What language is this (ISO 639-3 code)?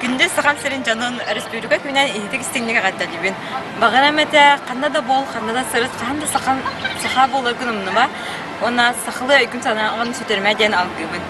sah